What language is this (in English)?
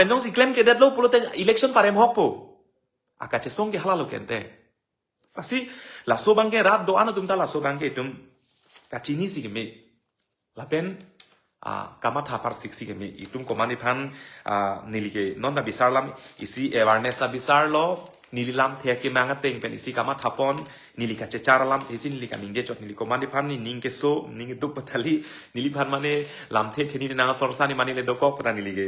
Karbi